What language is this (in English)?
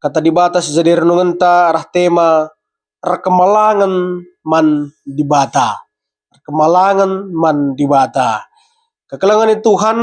Batak Karo